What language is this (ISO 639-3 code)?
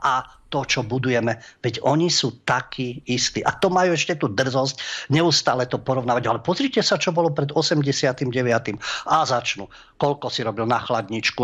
slk